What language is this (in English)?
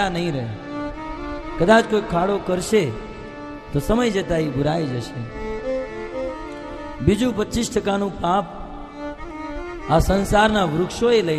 Gujarati